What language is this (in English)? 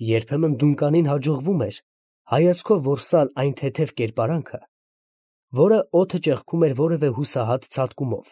Armenian